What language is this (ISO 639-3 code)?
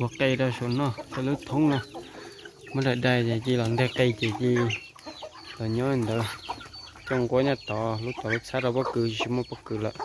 hmn